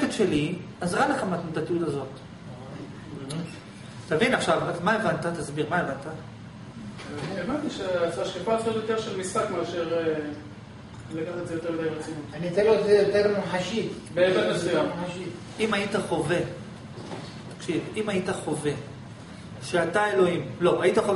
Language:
Hebrew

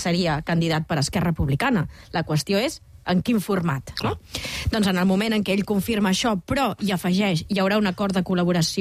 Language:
Catalan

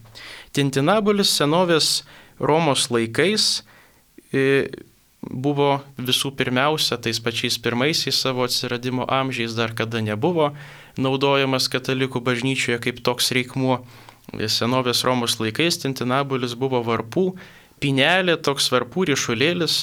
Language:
Lithuanian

